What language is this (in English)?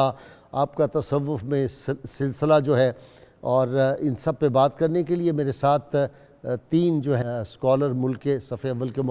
Urdu